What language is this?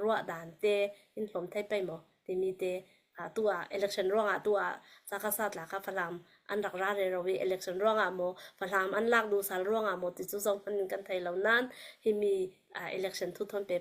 Falam Chin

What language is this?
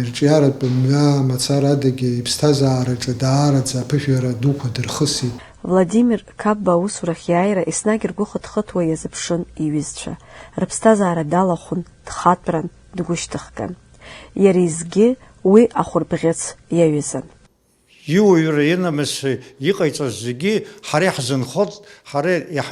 Abkhazian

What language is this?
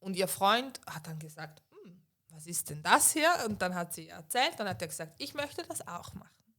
Swiss German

